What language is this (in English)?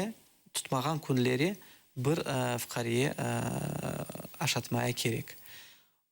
Crimean Tatar